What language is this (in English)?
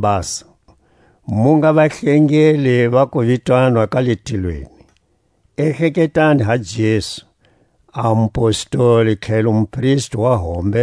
Tswa